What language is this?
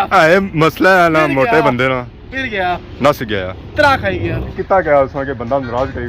Pahari-Potwari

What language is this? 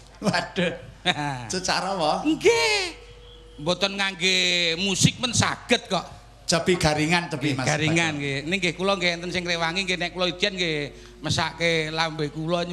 Javanese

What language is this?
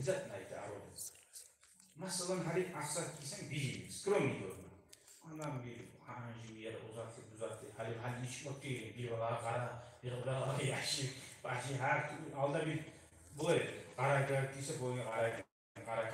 Kumyk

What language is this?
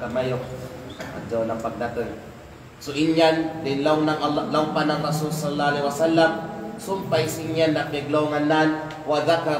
Kalagan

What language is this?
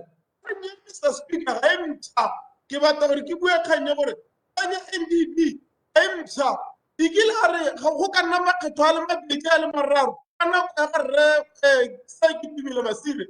Tswana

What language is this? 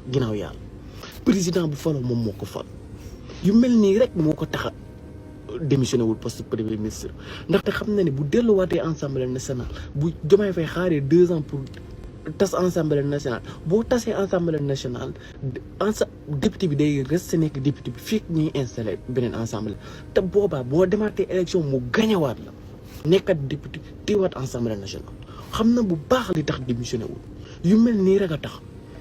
Wolof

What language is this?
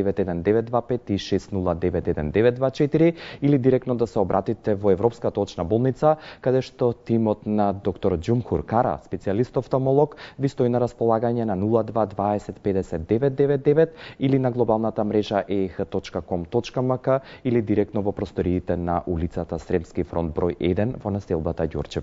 Macedonian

